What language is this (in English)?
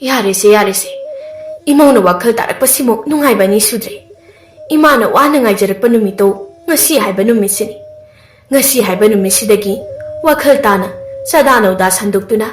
Manipuri